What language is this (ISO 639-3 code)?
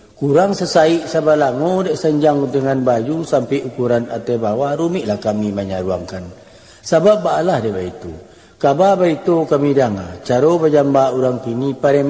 min